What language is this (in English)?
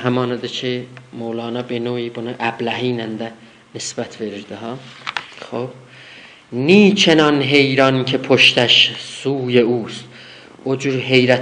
South Azerbaijani